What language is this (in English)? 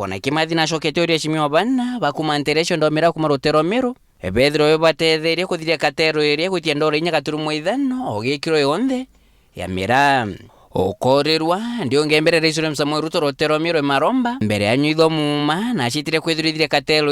Meru